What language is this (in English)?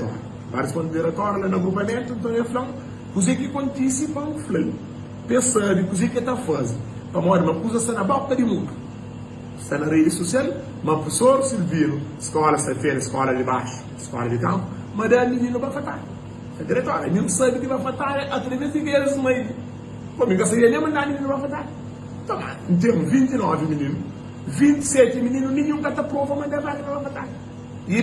Kabuverdianu